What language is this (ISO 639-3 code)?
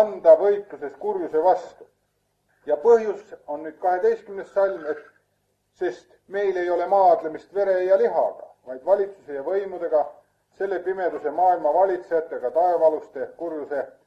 est